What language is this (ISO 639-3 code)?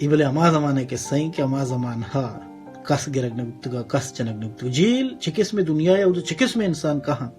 bal